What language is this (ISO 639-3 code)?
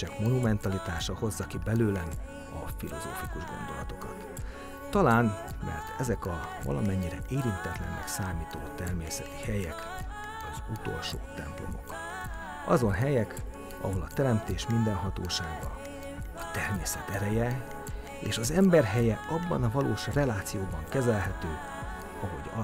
hun